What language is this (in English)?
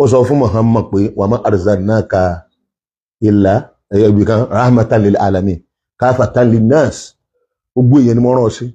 Yoruba